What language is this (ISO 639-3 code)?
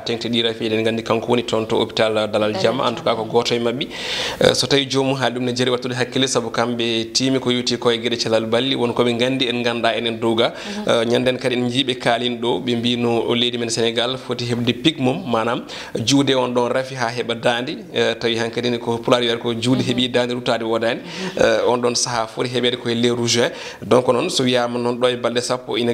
ful